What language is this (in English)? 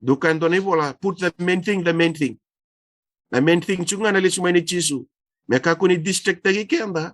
Fijian